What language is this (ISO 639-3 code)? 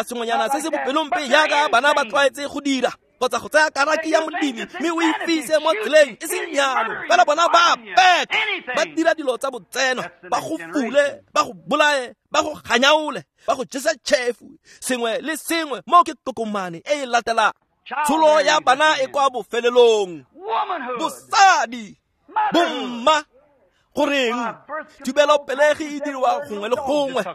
tsn